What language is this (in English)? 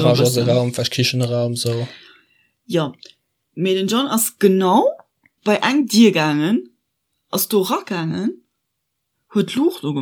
Luxembourgish